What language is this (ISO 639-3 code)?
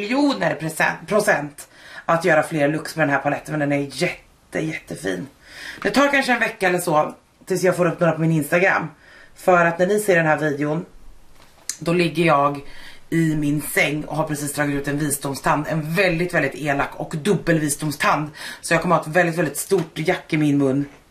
swe